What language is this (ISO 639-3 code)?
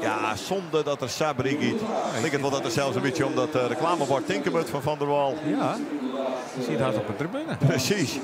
fry